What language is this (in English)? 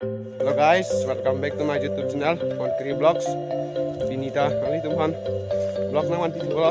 Karbi